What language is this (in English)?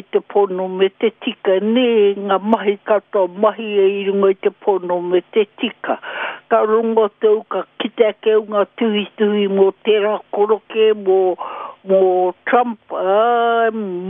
Māori